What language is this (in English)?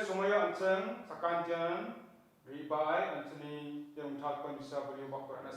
Garo